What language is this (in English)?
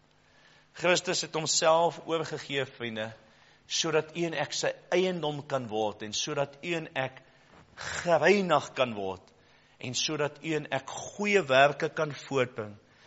Afrikaans